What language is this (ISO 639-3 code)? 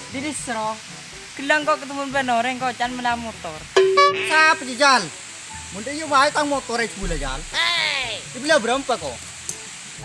mad